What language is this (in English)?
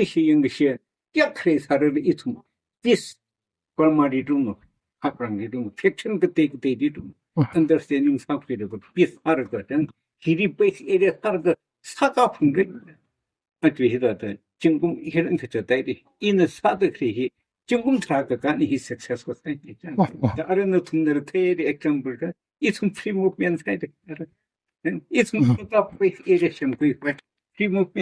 Tangkhul Naga (India)